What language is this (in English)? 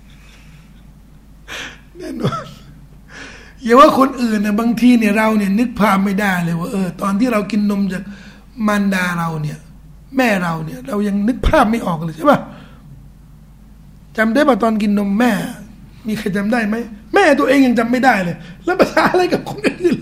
Thai